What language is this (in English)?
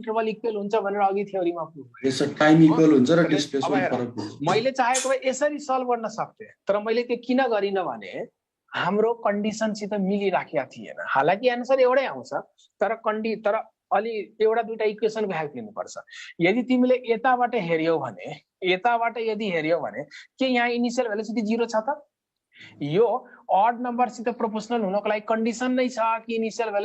Nepali